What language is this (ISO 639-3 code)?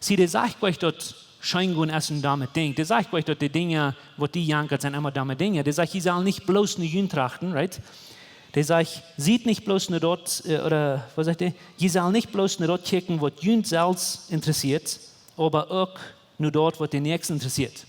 pdt